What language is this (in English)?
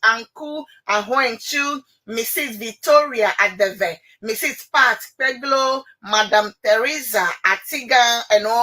Ewe